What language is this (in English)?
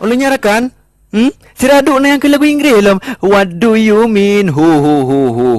Achinese